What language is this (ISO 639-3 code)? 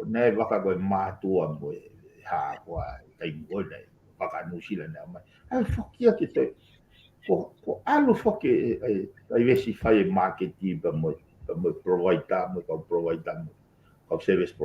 ton